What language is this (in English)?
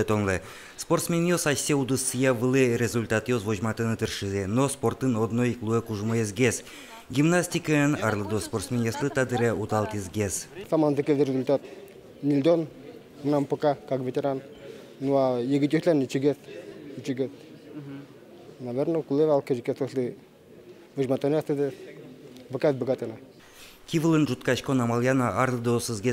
Udmurt